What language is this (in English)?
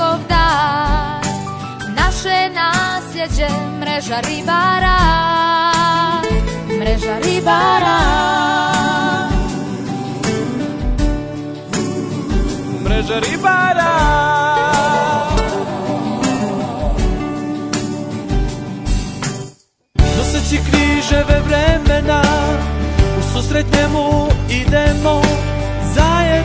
Croatian